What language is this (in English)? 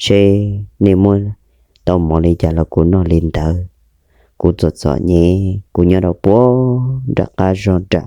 Hmong